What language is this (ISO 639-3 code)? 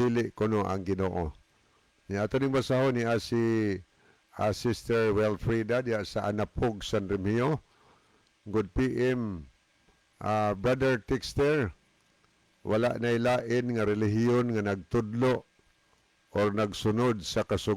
ceb